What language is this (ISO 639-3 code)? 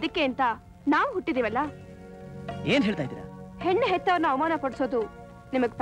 kan